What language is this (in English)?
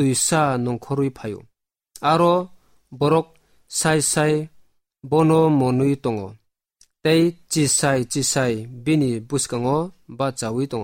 Kok Borok